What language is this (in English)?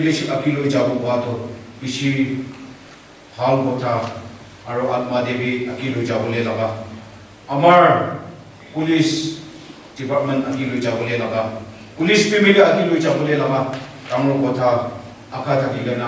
Naga Pidgin